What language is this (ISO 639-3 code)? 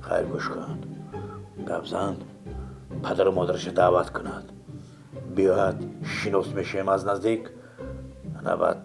tgk